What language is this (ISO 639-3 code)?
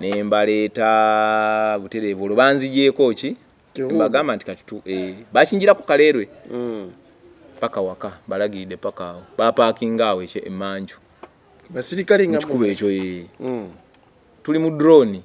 lug